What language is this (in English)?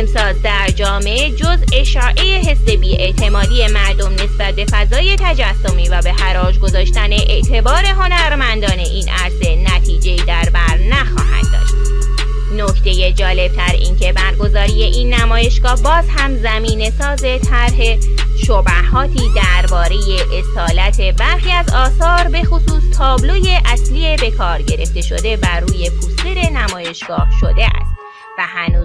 Persian